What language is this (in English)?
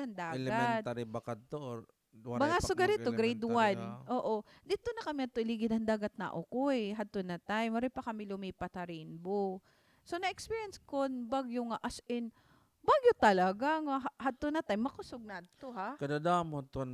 Waray